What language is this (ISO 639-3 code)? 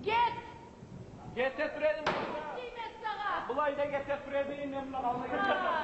kum